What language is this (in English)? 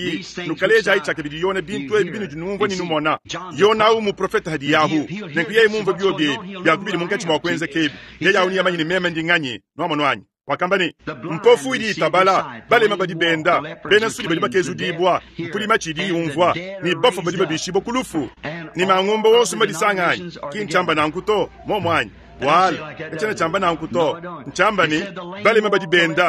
Luba-Lulua